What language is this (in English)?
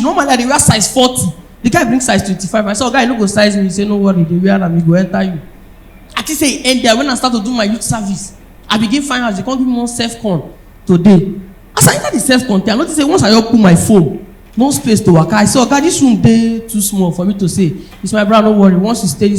Nigerian Pidgin